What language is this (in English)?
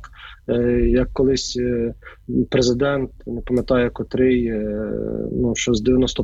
Ukrainian